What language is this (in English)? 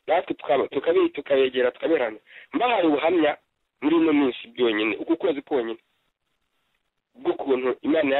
Kinyarwanda